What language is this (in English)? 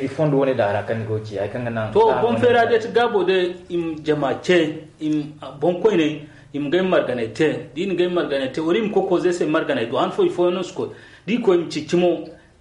Zarma